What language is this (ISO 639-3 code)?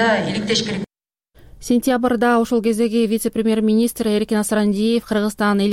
kir